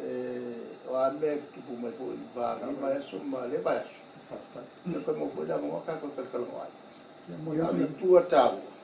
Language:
Samoan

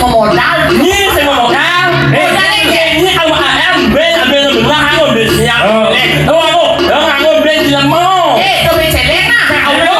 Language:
Balinese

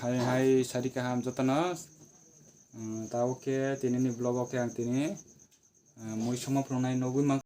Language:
Kok Borok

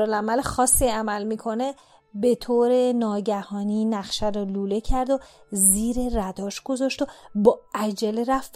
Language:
Persian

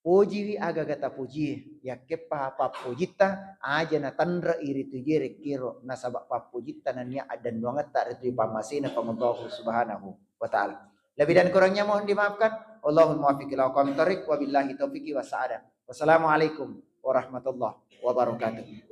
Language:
Buginese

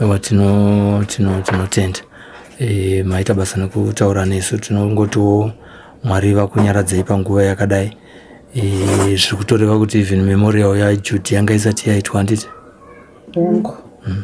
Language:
Shona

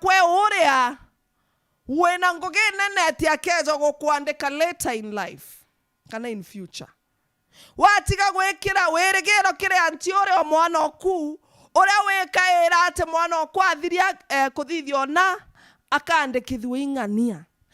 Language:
Meru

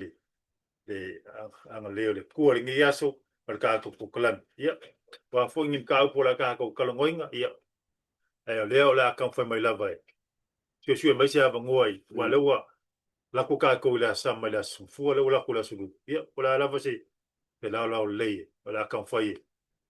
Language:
Samoan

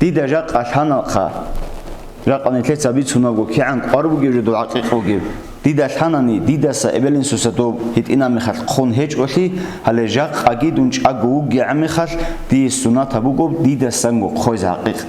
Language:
Avaric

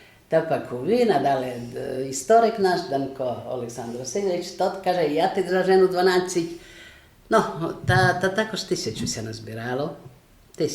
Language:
Rusyn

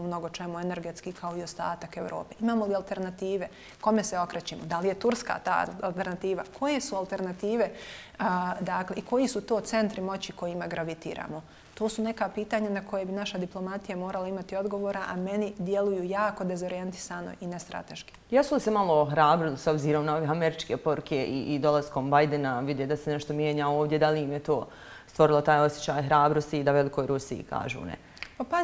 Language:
Bosnian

